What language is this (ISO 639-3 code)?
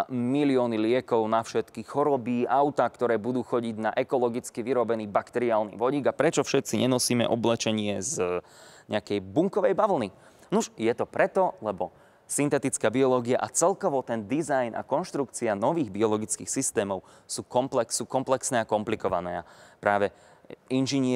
slk